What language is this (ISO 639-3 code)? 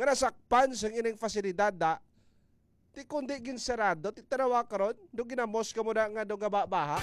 hil